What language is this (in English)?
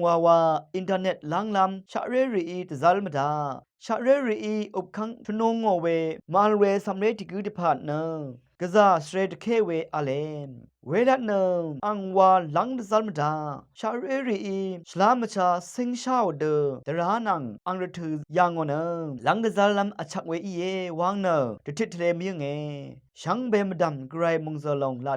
Rawang